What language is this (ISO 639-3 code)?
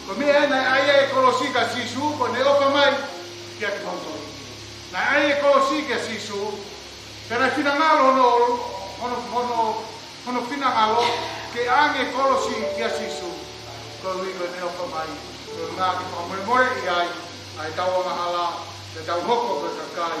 ton